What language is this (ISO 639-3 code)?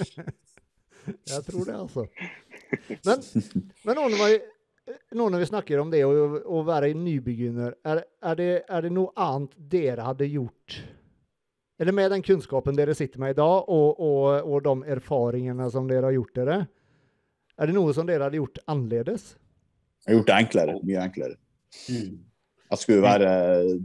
nor